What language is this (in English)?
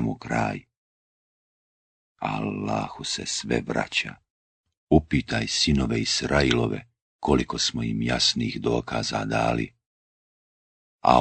Bosnian